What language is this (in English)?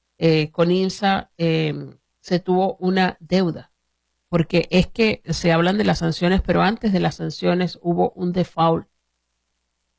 Spanish